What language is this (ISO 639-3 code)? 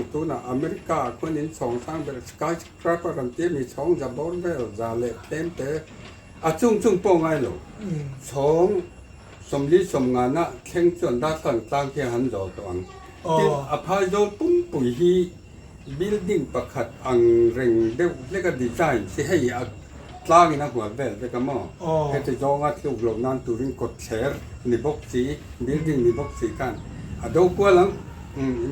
lus